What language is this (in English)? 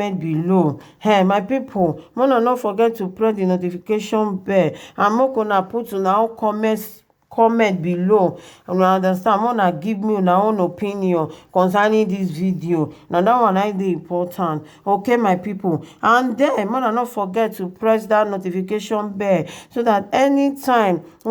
Nigerian Pidgin